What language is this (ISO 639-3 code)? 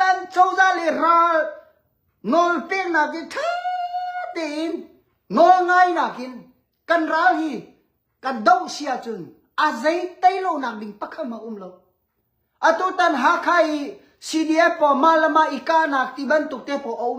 cnh